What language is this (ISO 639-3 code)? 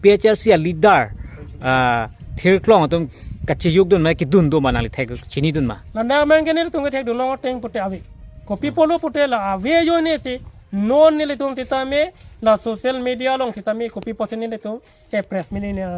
mjw